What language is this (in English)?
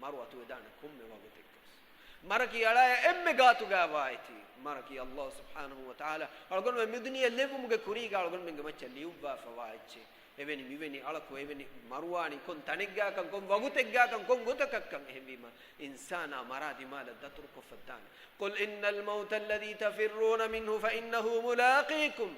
Divehi